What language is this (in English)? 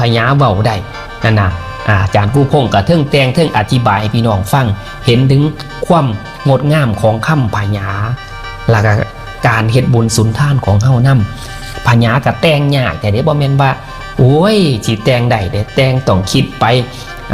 Northeastern Thai